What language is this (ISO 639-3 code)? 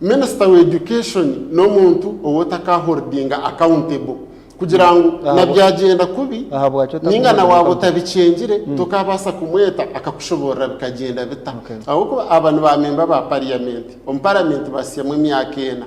nyn